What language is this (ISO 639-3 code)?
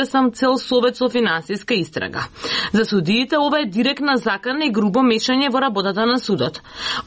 mkd